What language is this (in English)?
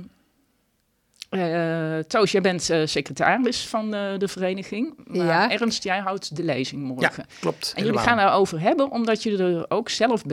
Dutch